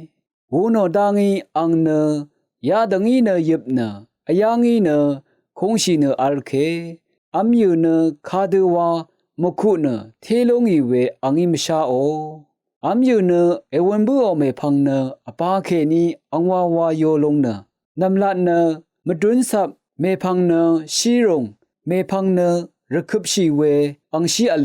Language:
Rawang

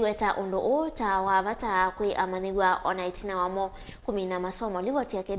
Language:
Kamba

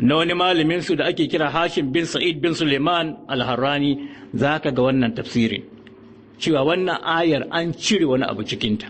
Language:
Hausa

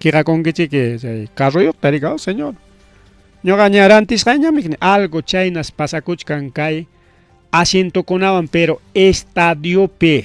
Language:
Ayacucho Quechua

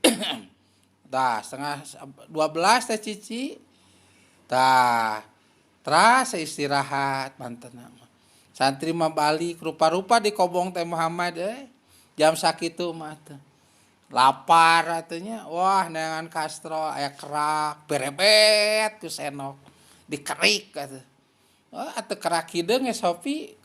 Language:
Sundanese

